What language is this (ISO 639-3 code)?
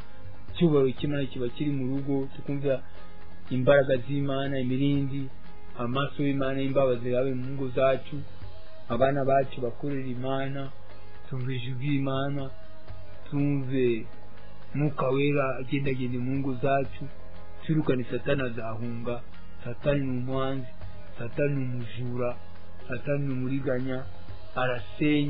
kin